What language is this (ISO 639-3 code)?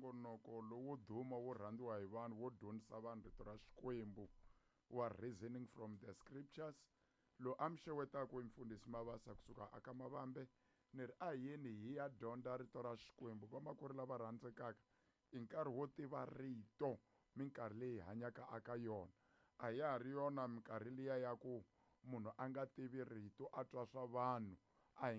tso